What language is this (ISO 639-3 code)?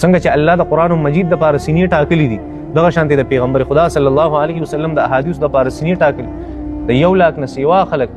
pus